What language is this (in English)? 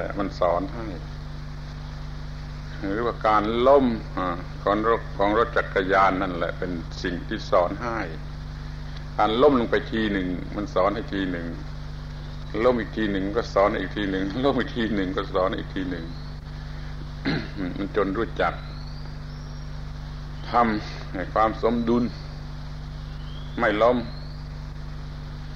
Thai